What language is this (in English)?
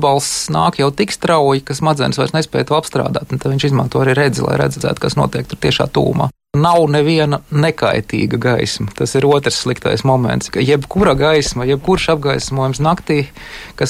Latvian